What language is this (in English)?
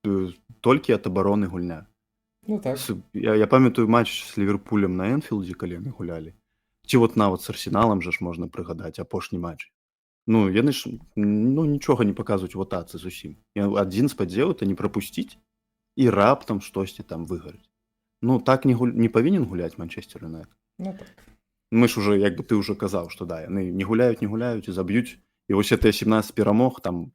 Belarusian